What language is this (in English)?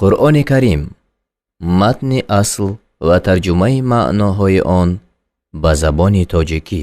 Tajik